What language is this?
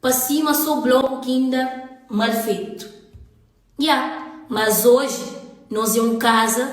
Kabuverdianu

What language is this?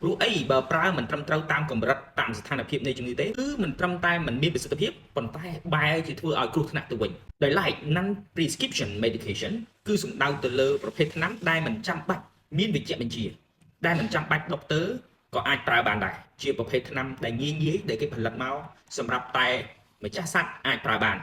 Khmer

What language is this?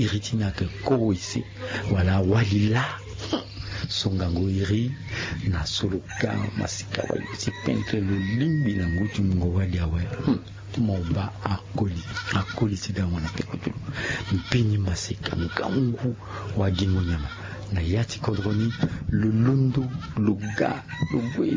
Sango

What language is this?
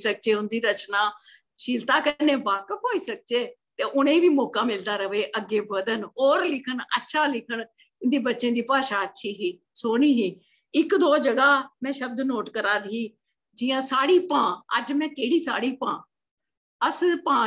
Dogri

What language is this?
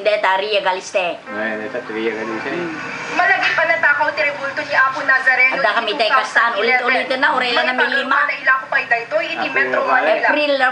Iloko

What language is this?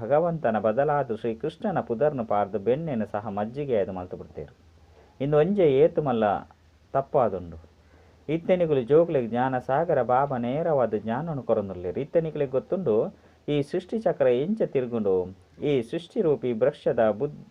Tulu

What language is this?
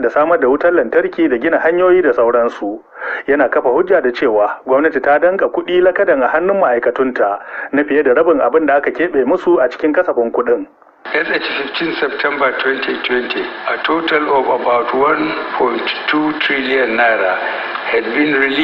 Hausa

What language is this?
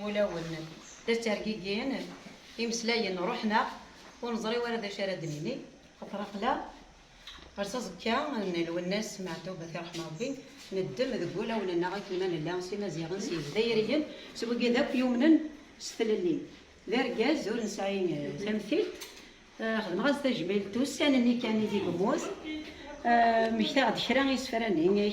Kabyle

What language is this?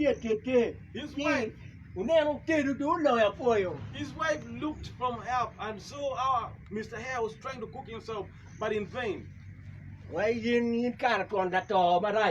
Acoli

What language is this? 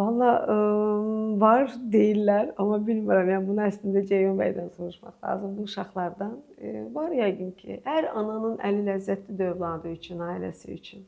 Azerbaijani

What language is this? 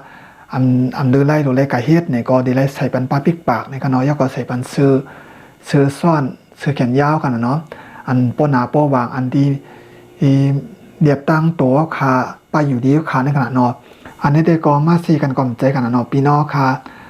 Shan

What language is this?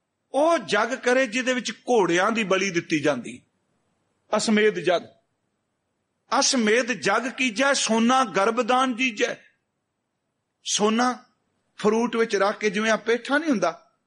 Punjabi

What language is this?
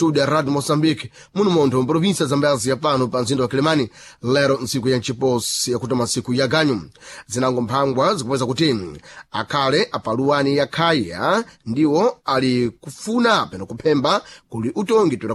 Sena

